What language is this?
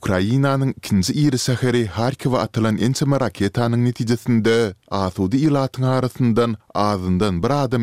Turkmen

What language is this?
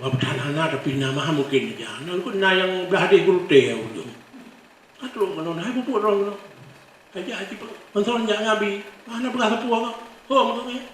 Achinese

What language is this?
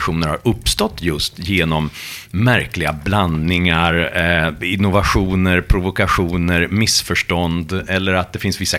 Swedish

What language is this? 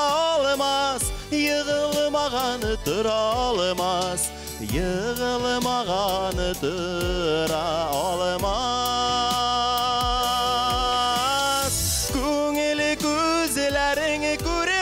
Tatar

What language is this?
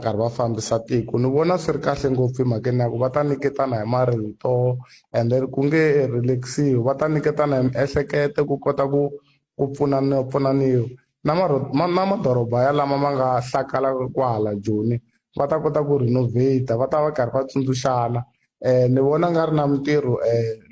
Tsonga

